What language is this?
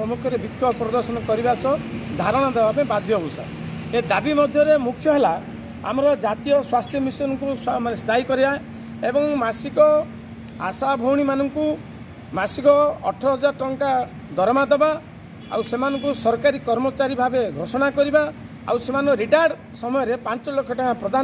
Odia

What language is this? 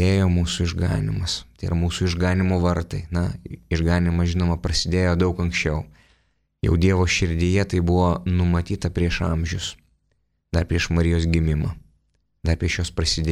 Lithuanian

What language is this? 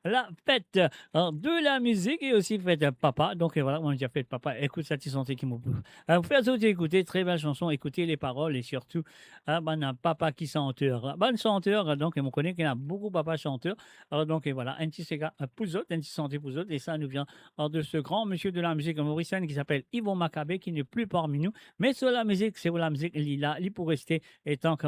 Morisyen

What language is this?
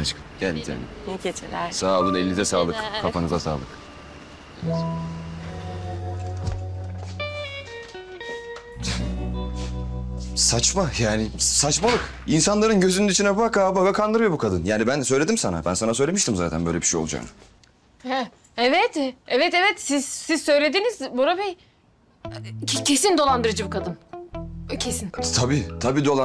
Turkish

